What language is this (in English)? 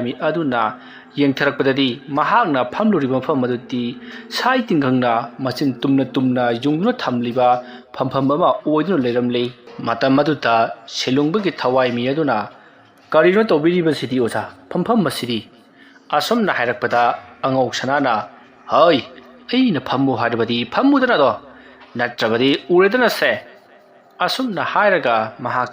Manipuri